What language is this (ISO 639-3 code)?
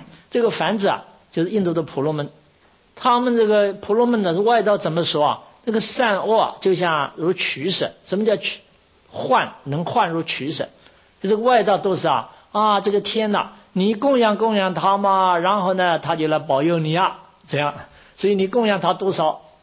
zho